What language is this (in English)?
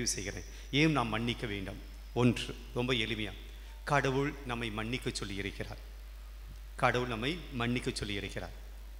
Tamil